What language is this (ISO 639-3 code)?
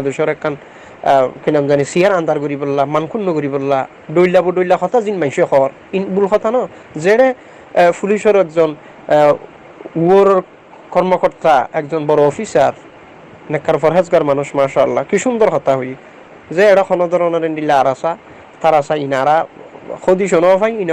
rhg